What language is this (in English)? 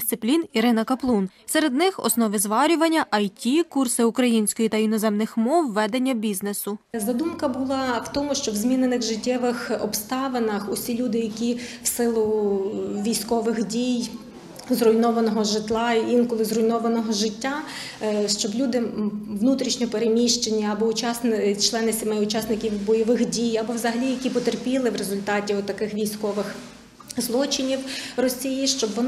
Ukrainian